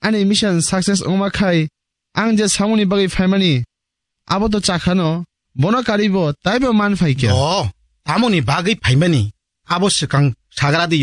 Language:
Kok Borok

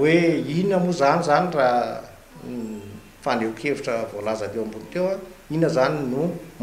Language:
Malagasy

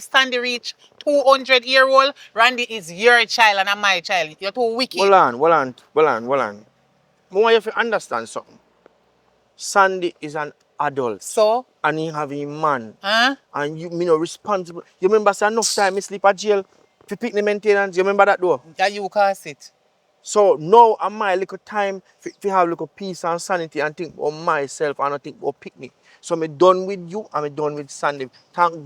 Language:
Jamaican Creole English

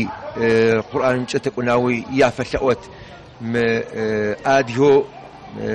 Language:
Adyghe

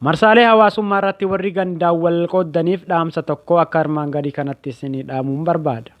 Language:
Oromo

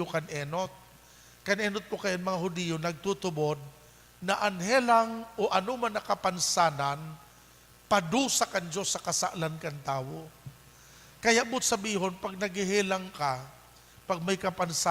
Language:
Bikol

